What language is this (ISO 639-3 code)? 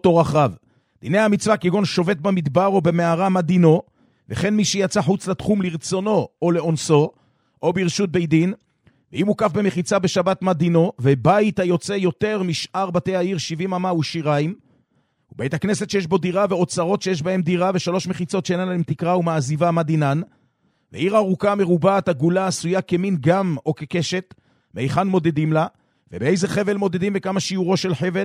heb